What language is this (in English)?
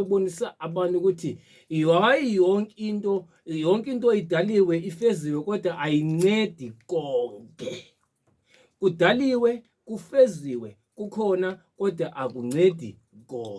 Zulu